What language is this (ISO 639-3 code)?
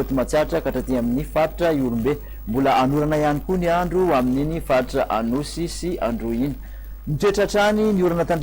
mlg